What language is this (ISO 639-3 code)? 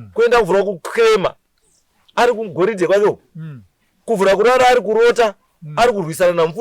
sna